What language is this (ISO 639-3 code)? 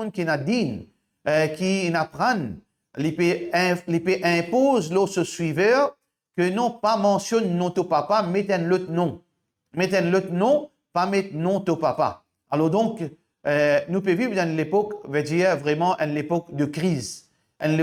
mfe